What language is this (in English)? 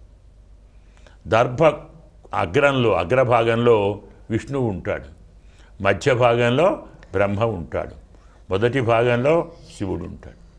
Telugu